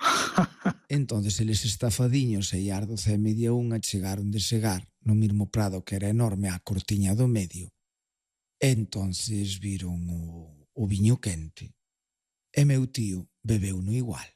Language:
Galician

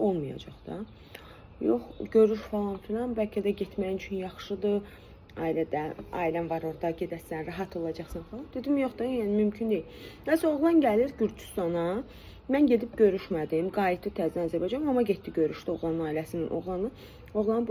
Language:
Azerbaijani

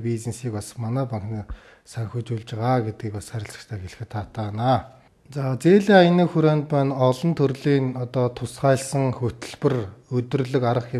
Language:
Mongolian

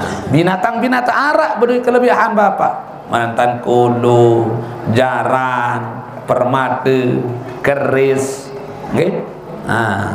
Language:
Sasak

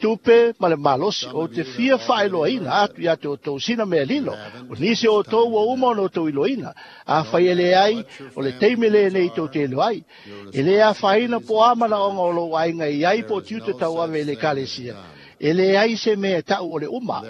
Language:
Samoan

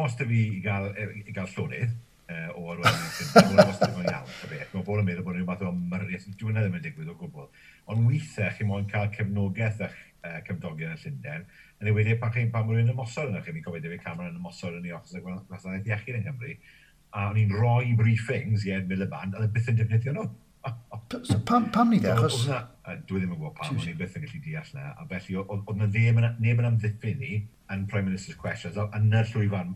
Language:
Welsh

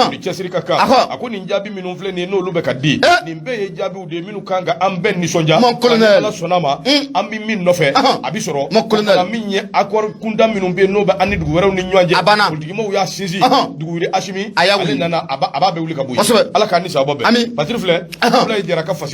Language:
Bambara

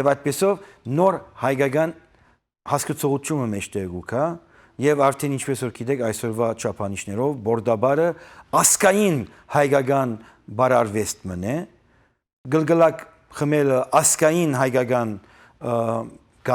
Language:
Western Armenian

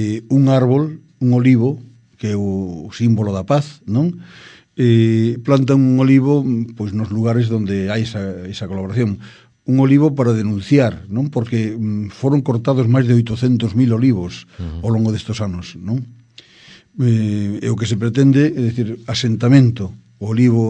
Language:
Galician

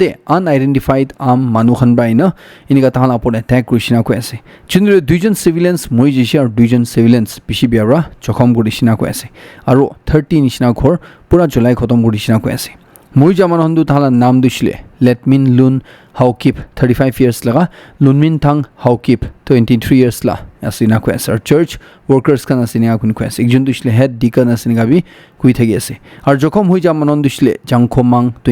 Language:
Naga Pidgin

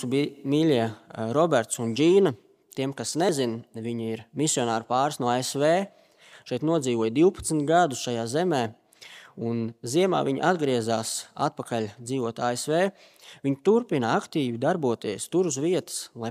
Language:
Latvian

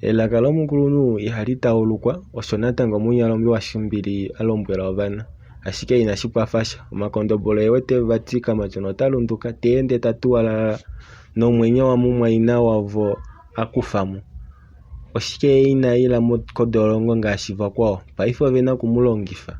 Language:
Kuanyama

